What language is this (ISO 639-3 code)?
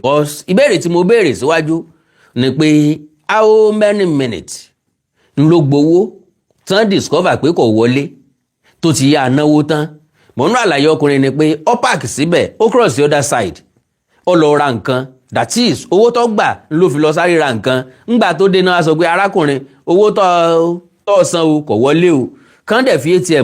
yor